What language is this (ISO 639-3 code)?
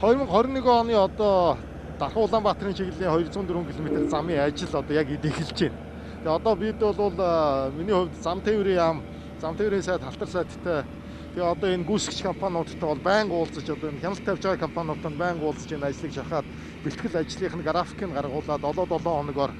mon